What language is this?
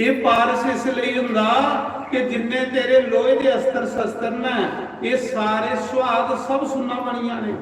Dogri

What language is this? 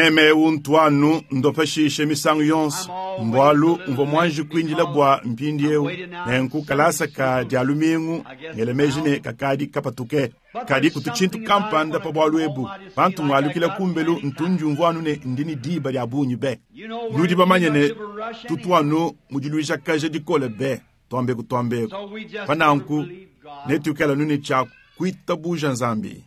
Luba-Lulua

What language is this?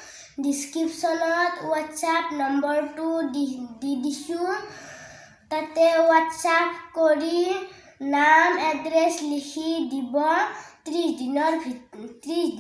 Assamese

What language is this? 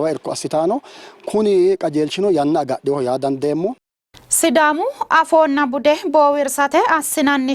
Sidamo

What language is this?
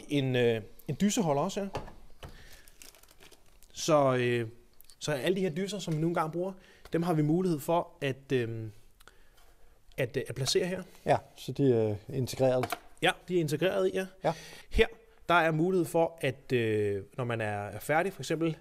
Danish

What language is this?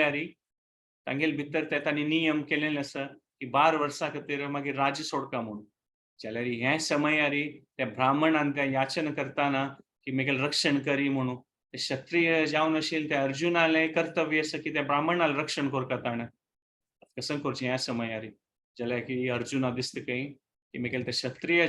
Konkani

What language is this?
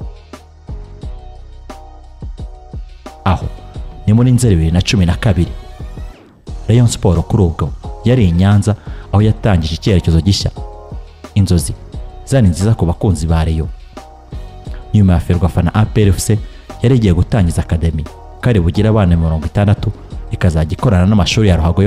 Kinyarwanda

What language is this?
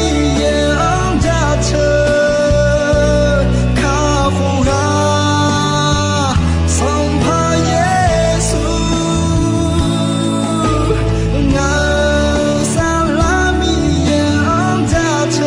Akha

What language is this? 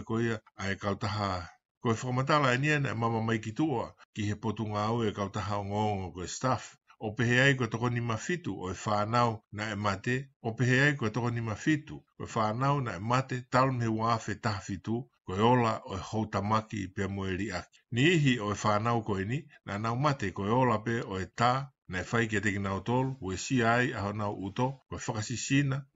Tongan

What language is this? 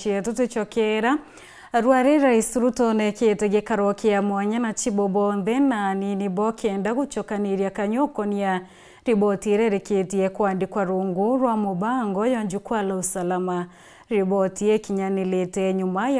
Meru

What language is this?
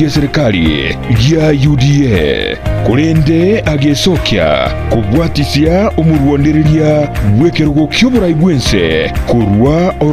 Gusii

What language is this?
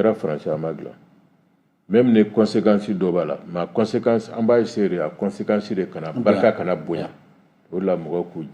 Bambara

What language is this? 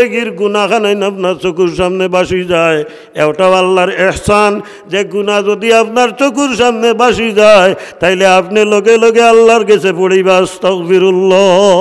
Sylheti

